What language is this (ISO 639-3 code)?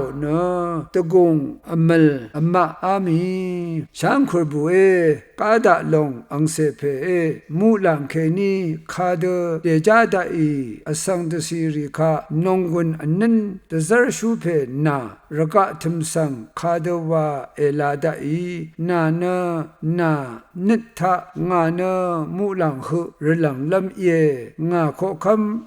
raw